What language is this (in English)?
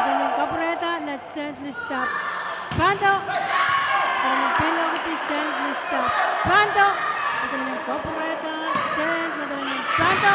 Pohnpeian